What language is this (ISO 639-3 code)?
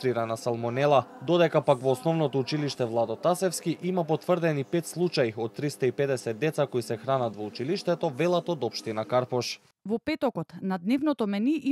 mkd